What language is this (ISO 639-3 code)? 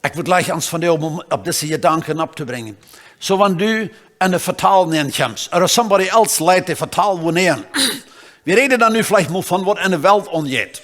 pdt